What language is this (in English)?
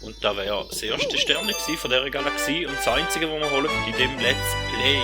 Swiss German